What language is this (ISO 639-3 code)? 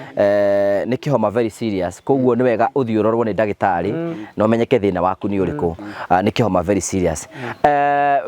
kik